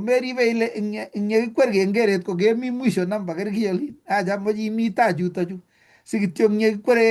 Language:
Kalenjin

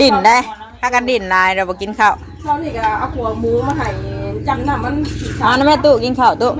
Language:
Northeastern Thai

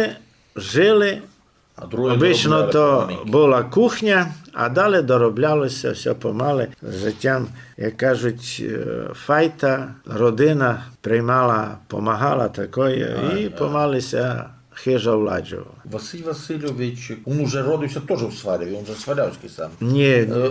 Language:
Rusyn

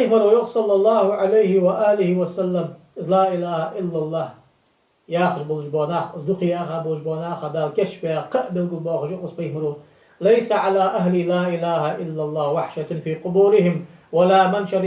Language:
Ingush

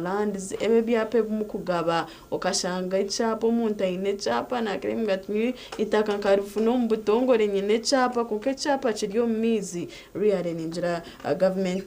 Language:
Nyankole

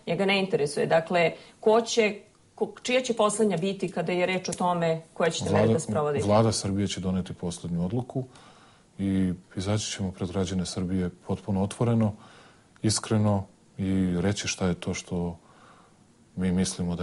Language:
Serbian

